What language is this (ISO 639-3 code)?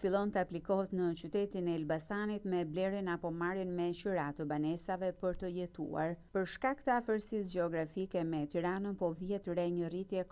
sqi